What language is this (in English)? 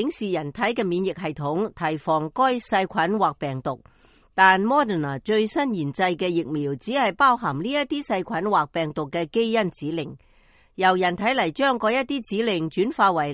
Cantonese